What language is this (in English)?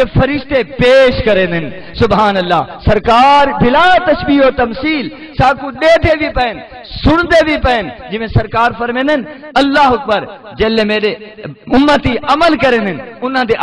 Saraiki